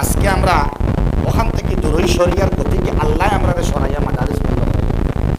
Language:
Sylheti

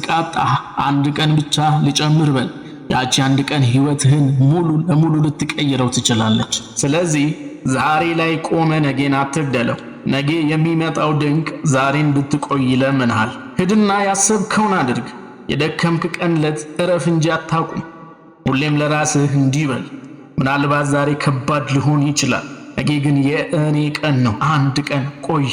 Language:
Amharic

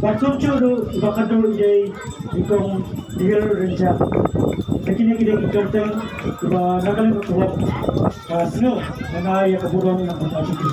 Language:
Khasi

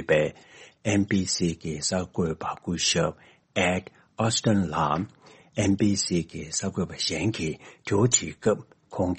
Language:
Tibetan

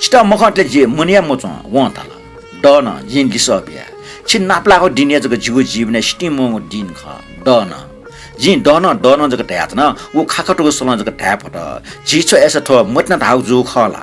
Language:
Newari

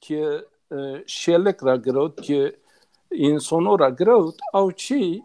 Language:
Zaza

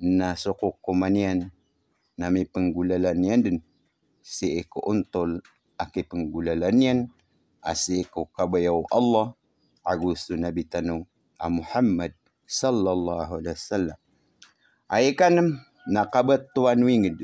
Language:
Maranao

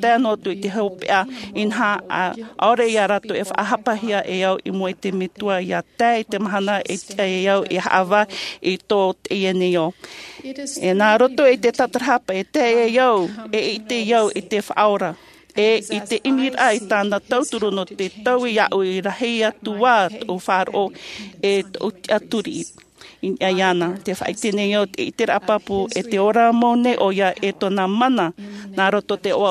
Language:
Tahitian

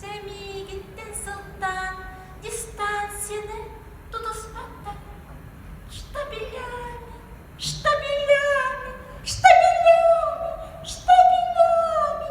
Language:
Yakut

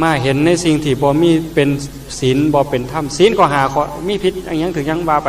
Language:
Northeastern Thai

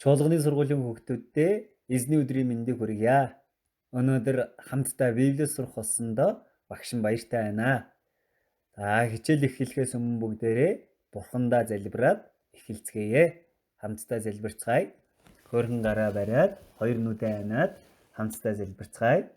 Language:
Mongolian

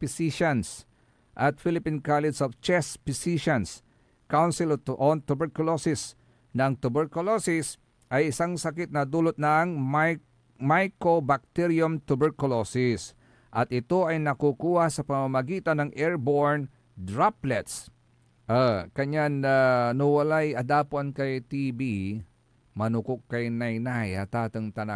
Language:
Pangasinan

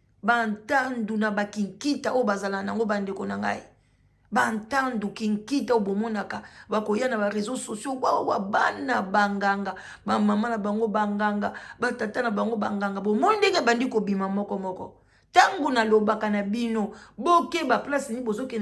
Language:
Lingala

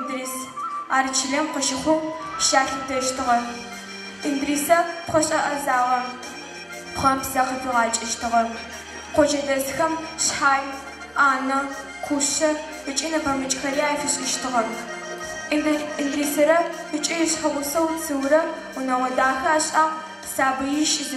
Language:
Adyghe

